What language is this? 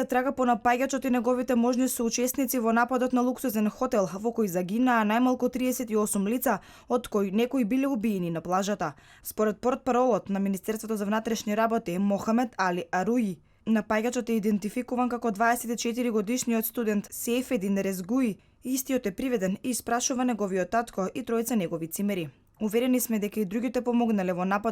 Macedonian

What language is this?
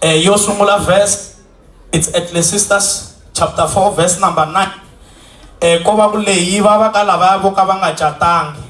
Tsonga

